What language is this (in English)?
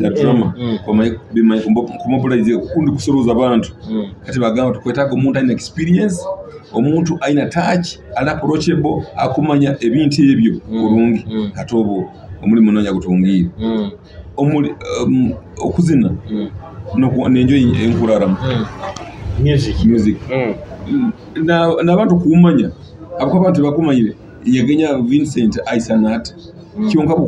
Nyoro